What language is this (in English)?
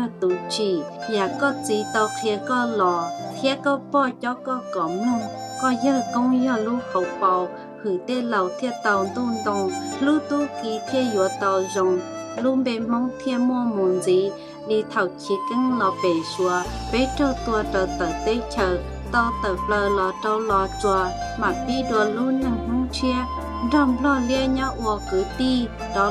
Hmong